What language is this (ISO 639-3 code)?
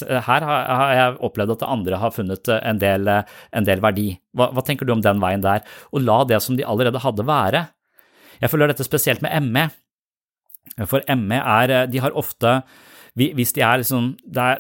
nor